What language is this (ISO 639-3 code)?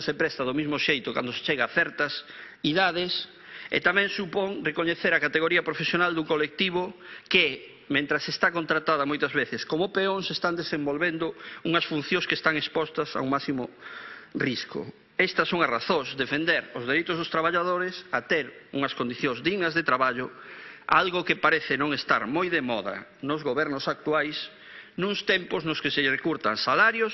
glg